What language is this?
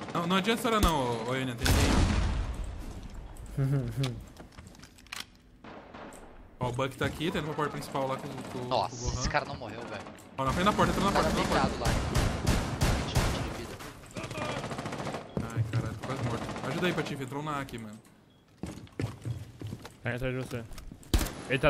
Portuguese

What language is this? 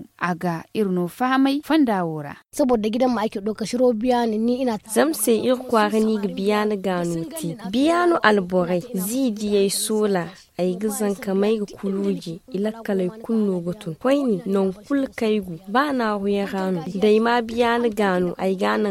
Zarma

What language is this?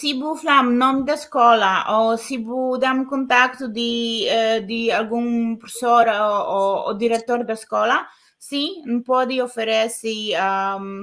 Kabuverdianu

